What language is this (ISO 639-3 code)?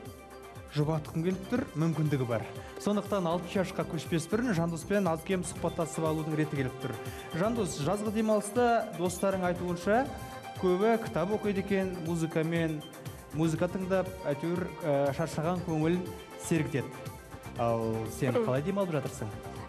kaz